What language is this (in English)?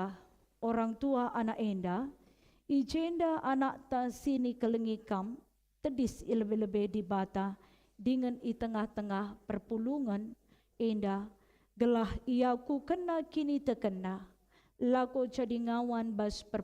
Batak Karo